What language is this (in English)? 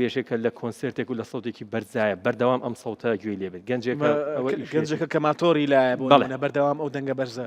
Central Kurdish